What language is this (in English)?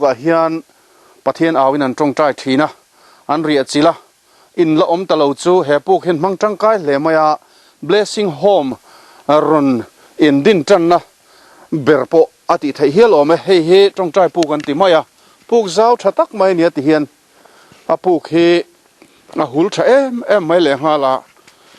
Mizo